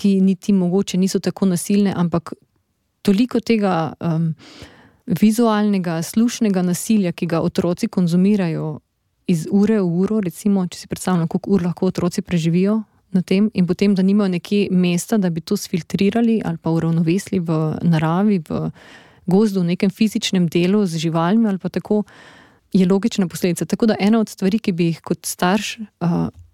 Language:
Slovenian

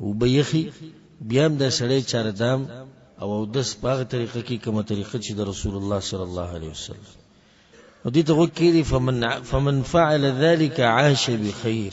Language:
Pashto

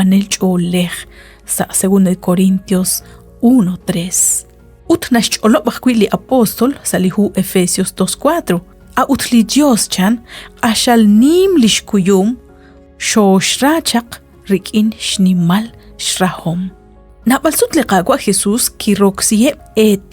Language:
Kekchí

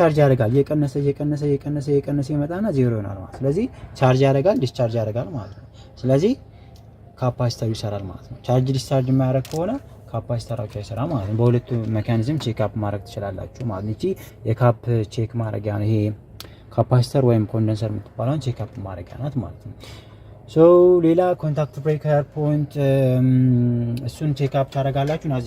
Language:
Amharic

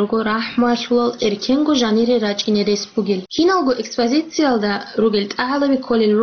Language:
Avaric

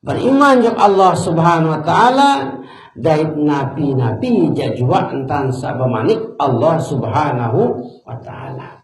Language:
Sasak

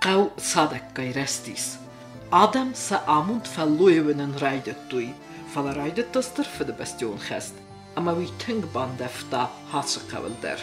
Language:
Ossetic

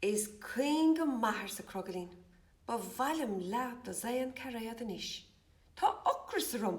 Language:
Irish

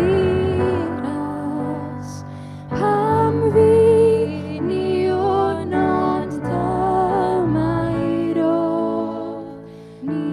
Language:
Welsh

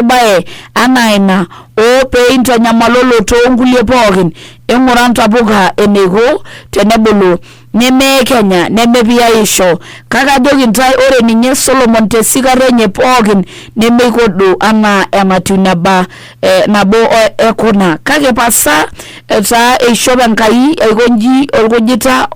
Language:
Masai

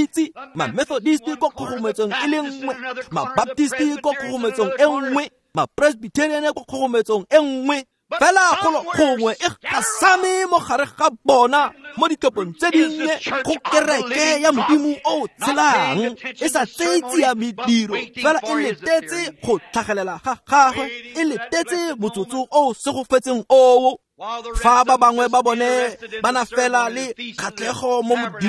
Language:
Tswana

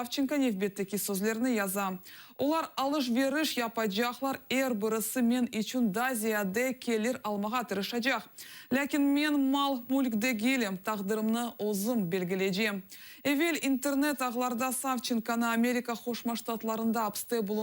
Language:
Crimean Tatar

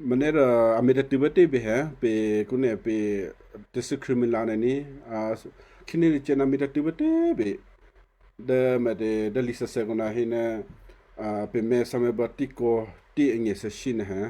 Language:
Western Kayah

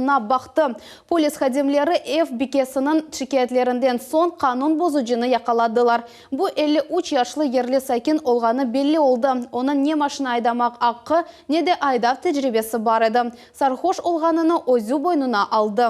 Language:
Crimean Tatar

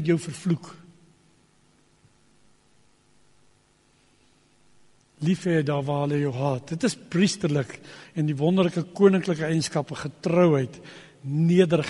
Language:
Afrikaans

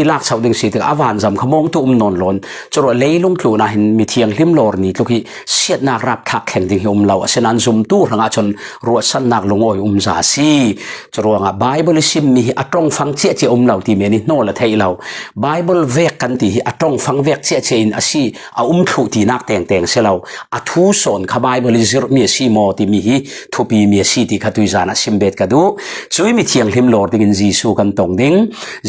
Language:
Falam Chin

